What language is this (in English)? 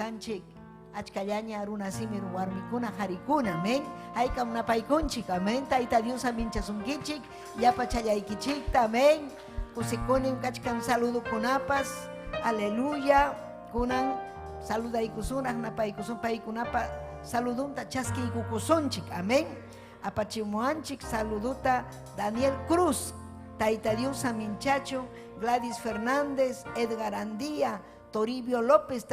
Ayacucho Quechua